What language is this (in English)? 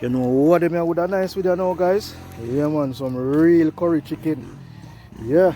Jamaican Creole English